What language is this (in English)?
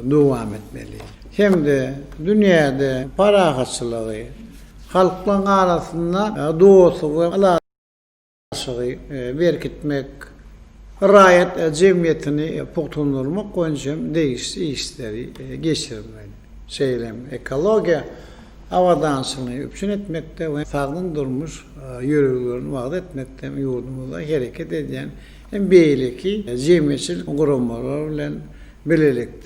Turkmen